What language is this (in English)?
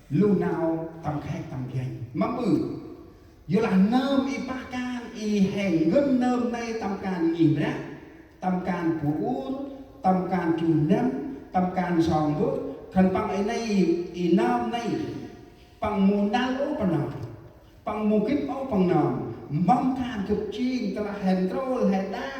Central Mnong